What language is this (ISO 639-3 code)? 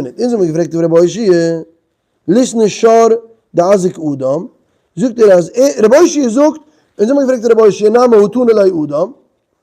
yid